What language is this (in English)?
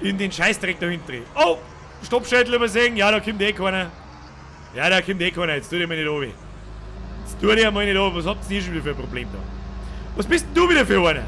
Bavarian